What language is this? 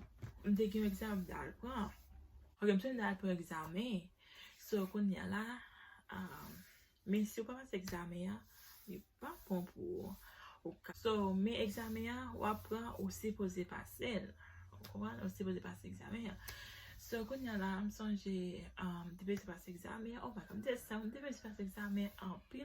Haitian Creole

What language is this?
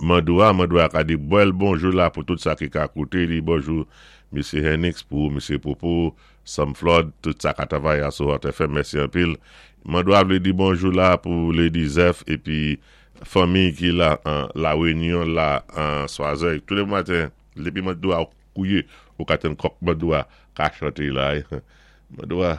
Saint Lucian Creole French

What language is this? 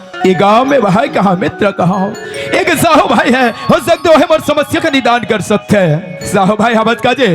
Chhattisgarhi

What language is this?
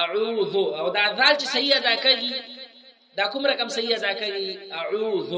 Pashto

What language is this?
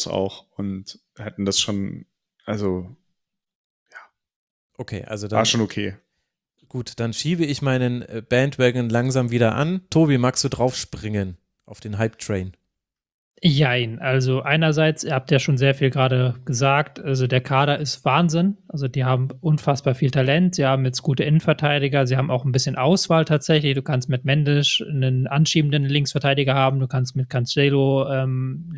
German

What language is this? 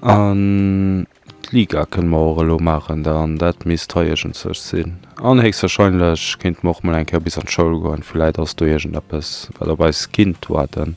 Luxembourgish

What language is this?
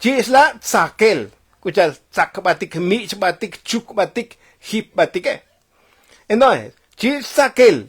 Tzotzil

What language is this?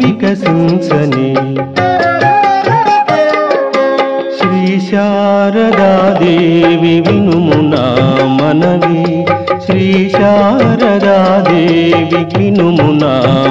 Telugu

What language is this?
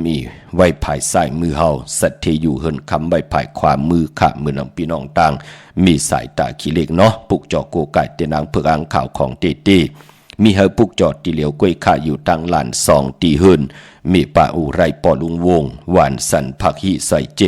Shan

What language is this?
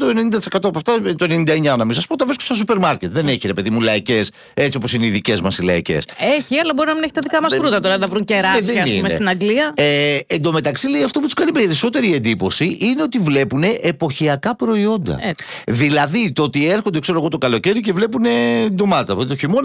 Greek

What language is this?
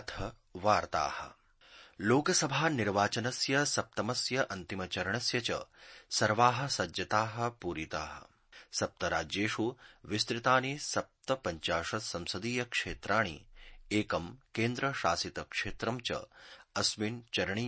Sanskrit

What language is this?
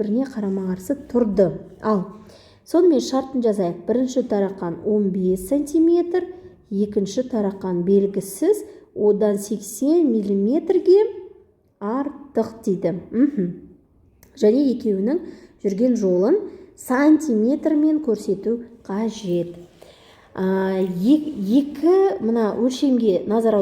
Kazakh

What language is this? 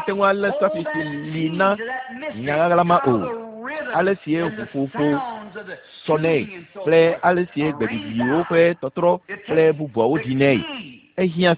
Ewe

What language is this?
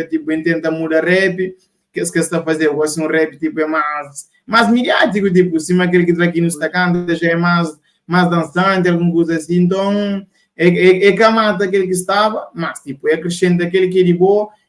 Kabuverdianu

